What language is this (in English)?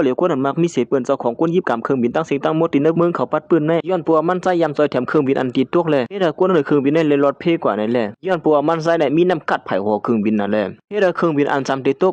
Shan